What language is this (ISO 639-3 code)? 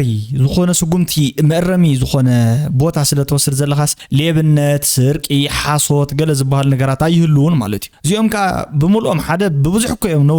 tir